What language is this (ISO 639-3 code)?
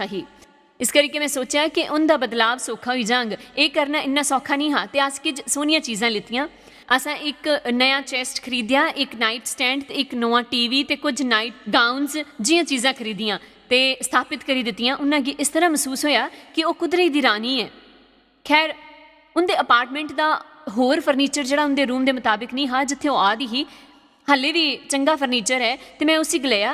doi